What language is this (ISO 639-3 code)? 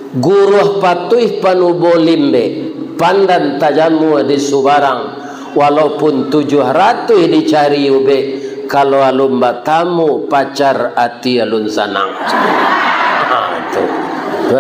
min